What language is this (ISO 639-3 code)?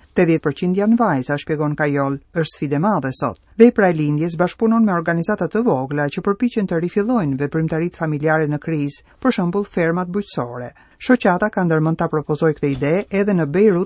sqi